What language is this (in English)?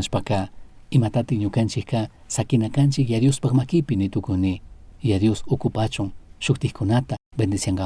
Chimborazo Highland Quichua